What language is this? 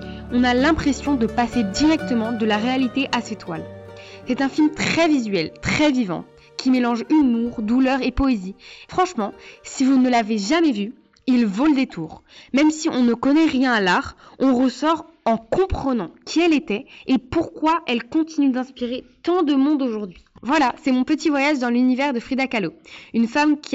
French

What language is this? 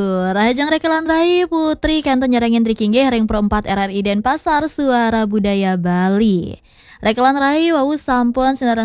Balinese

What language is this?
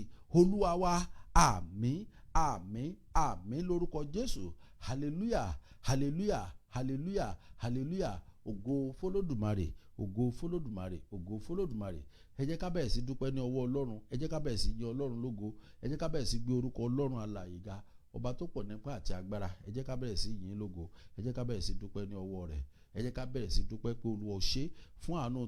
Yoruba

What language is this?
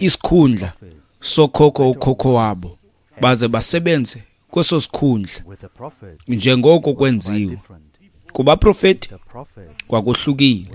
Xhosa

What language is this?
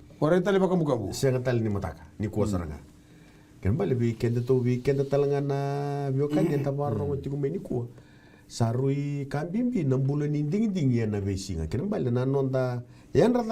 Fijian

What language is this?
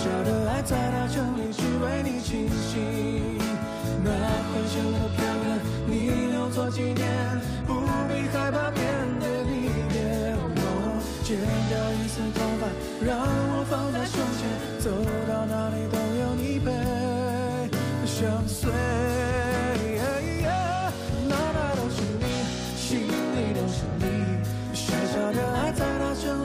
Chinese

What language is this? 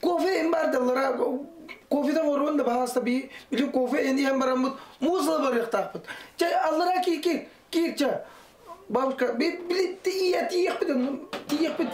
Yakut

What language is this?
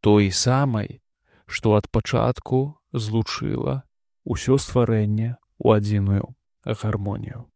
Belarusian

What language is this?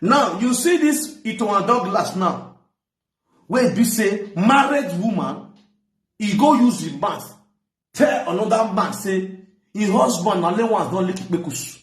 Nigerian Pidgin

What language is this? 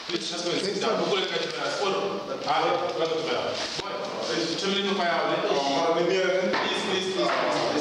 Northern Sotho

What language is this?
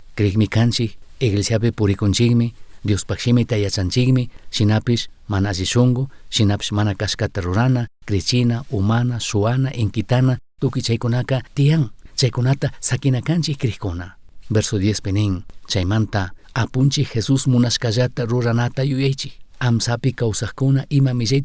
Chimborazo Highland Quichua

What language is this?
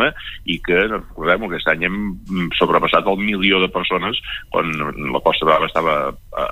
Catalan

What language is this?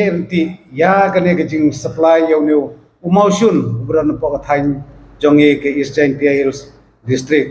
Khasi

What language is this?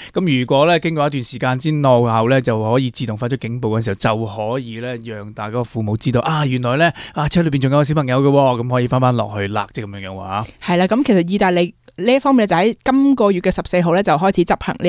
Cantonese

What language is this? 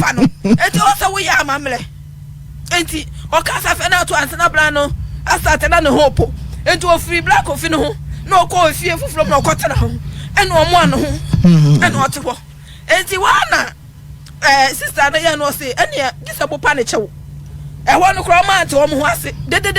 Akan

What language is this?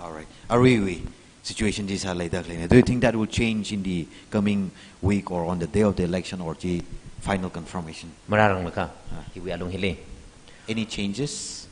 Tangkhul Naga (India)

